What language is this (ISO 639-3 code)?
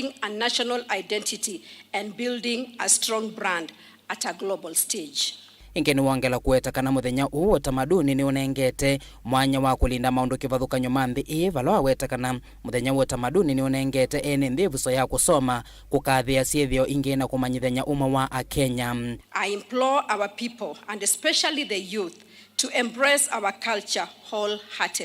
kam